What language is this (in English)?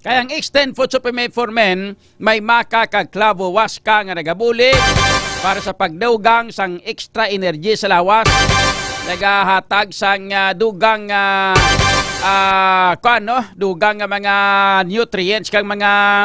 Hiligaynon